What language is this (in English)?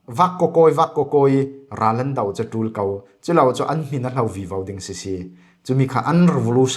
Falam Chin